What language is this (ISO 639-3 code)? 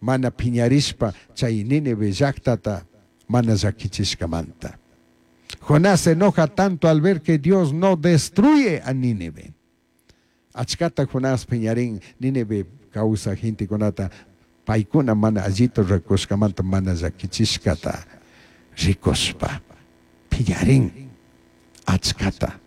qug